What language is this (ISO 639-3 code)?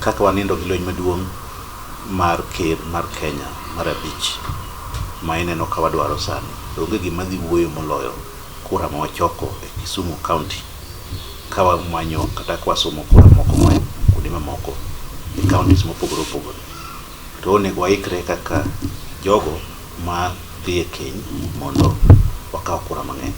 luo